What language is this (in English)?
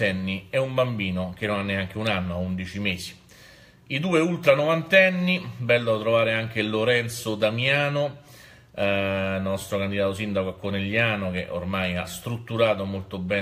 Italian